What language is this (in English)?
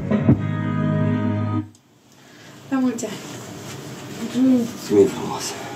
Romanian